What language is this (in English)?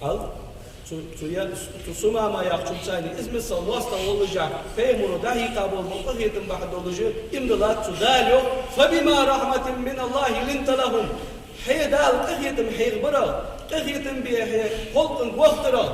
Ingush